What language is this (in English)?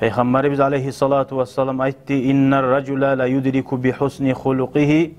Kumyk